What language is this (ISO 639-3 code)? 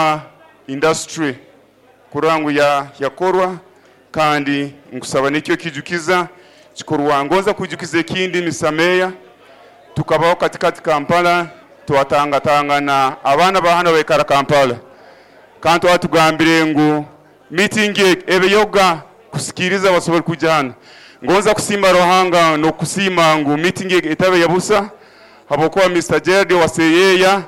nyo